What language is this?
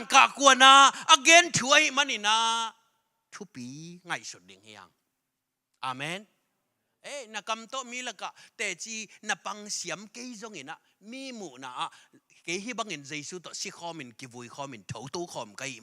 Tedim Chin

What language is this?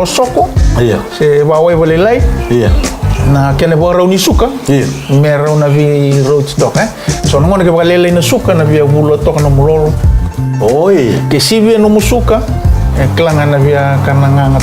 Fijian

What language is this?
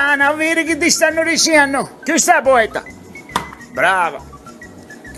Sicilian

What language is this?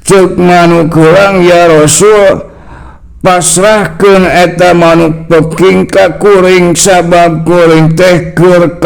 Sundanese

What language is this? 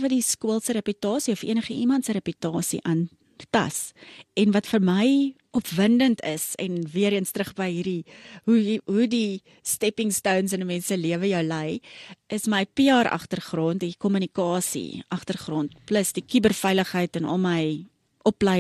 Afrikaans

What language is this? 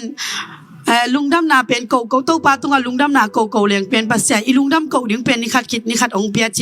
Tedim Chin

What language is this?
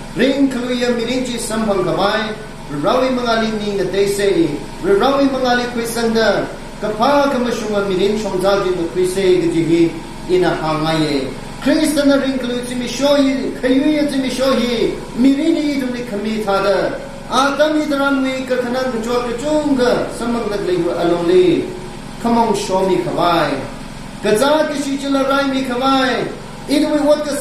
Tangkhul Naga (India)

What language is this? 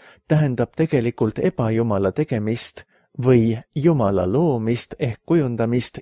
Estonian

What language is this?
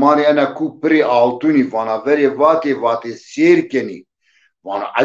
Zaza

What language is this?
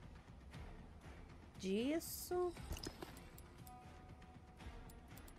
Portuguese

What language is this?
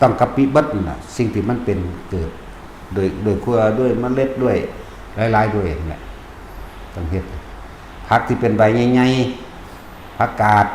Northeastern Thai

